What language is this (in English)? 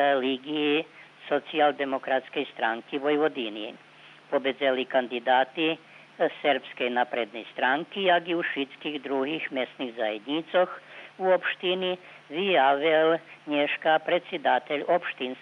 Rusyn